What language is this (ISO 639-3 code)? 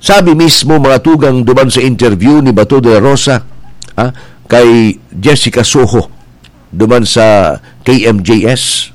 bik